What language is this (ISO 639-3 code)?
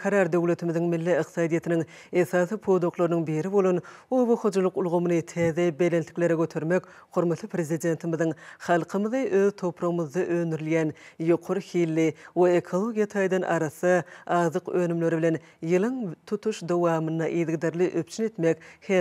tuk